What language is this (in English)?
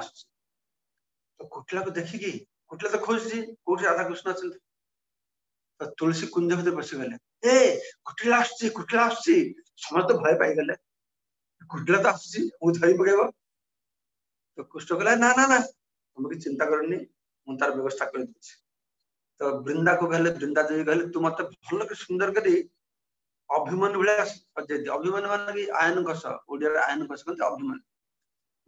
Odia